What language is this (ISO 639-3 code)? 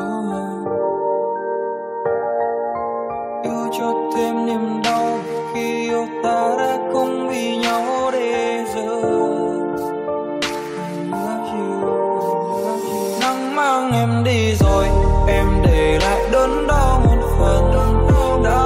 vie